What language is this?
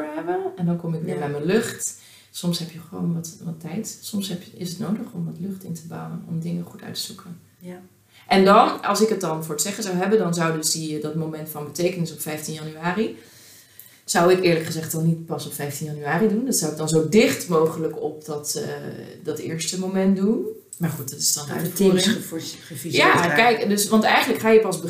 Dutch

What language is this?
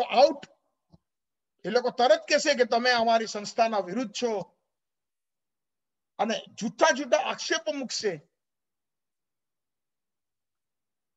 Gujarati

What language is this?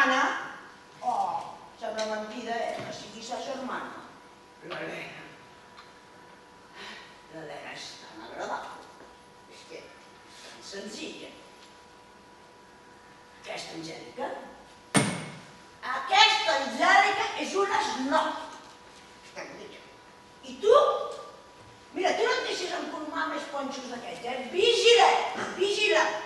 Catalan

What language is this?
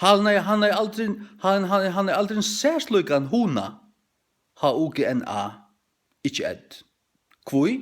Faroese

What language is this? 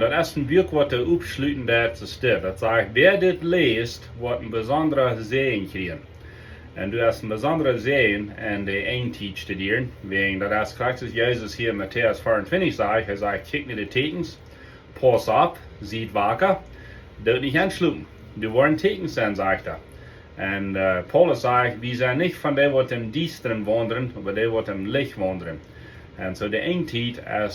Plautdietsch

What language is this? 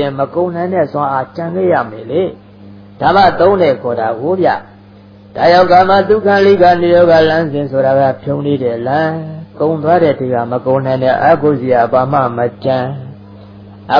Burmese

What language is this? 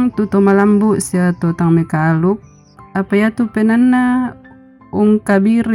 Toraja-Sa'dan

